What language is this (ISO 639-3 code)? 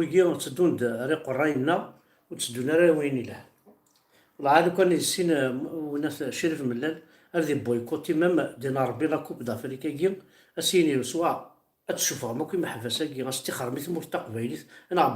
kab